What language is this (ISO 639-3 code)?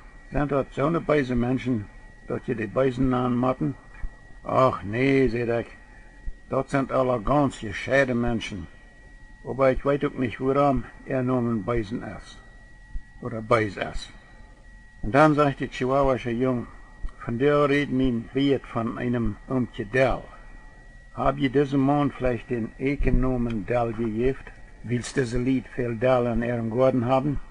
pdt